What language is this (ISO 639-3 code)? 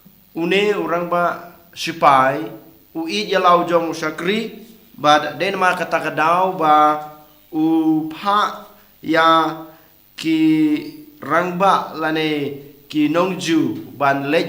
kha